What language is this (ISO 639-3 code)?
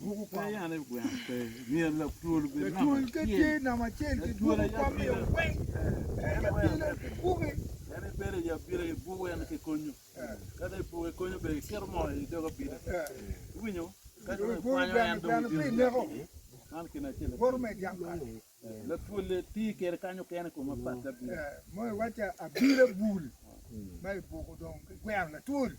ach